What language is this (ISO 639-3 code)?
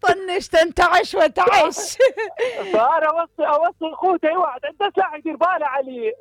acm